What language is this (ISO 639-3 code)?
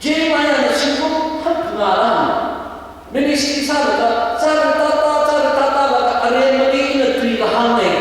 nmf